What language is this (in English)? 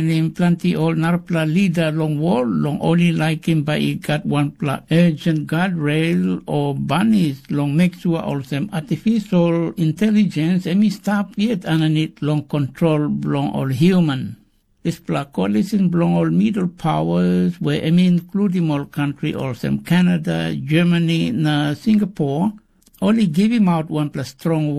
Tok Pisin